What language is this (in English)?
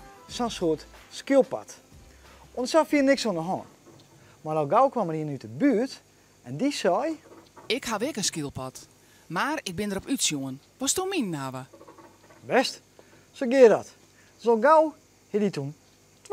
Western Frisian